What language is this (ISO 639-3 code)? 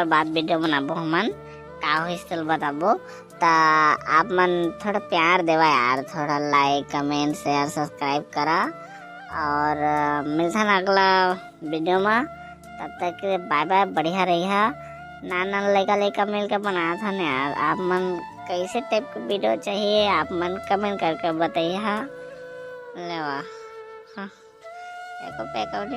hne